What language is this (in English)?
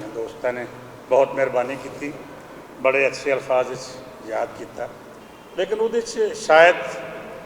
Western Panjabi